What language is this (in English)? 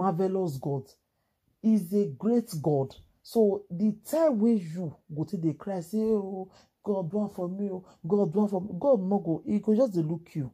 Nigerian Pidgin